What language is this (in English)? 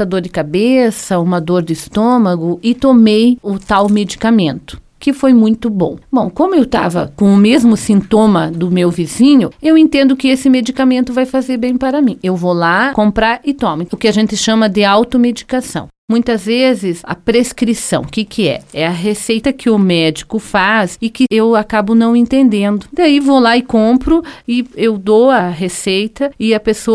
Portuguese